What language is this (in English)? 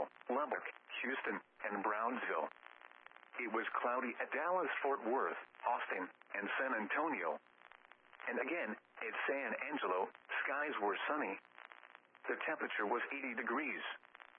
English